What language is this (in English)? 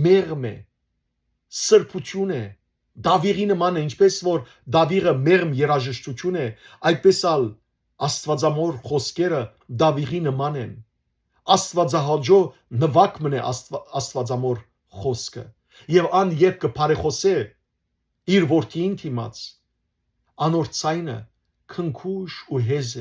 Western Armenian